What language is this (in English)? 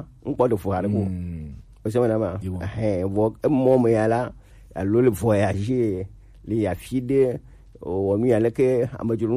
Gen